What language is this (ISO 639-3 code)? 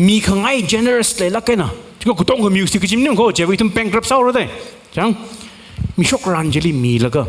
nmf